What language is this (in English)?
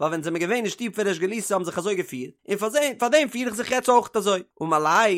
Yiddish